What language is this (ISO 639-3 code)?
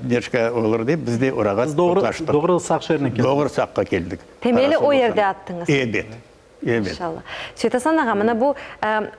crh